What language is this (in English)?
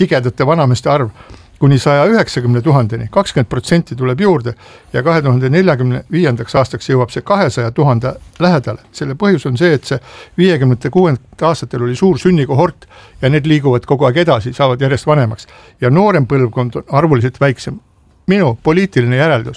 Estonian